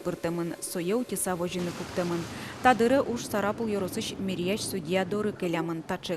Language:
Udmurt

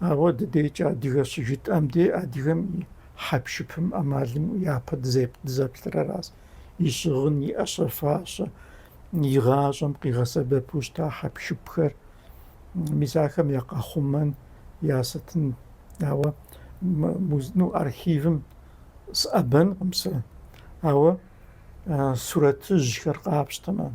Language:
Kabardian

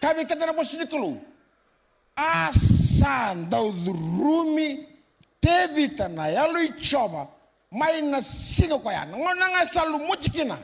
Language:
Fijian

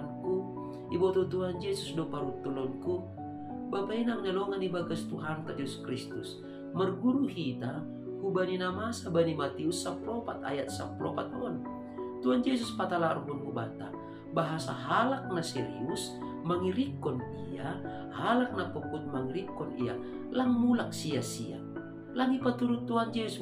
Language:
Batak Simalungun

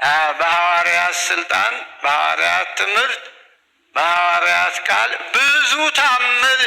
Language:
Amharic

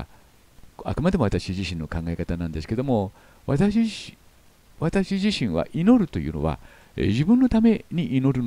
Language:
Japanese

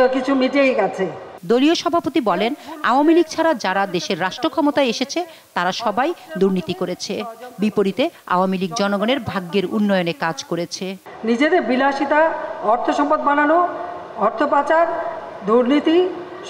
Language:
Bangla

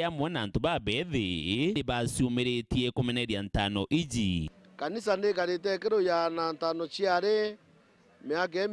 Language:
Meru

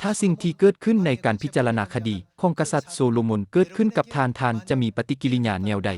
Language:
Lao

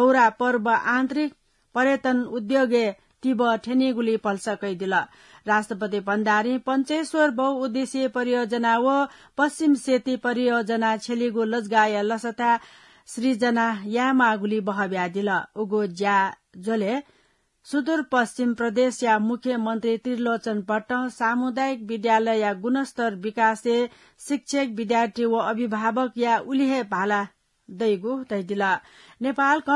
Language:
Newari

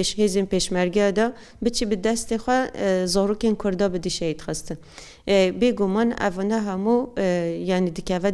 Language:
Kurdish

